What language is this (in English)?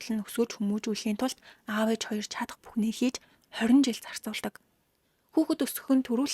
Mongolian